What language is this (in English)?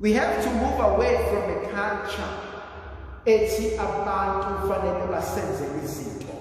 Zulu